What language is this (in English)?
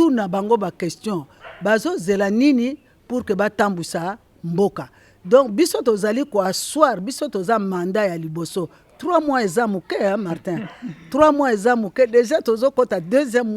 Lingala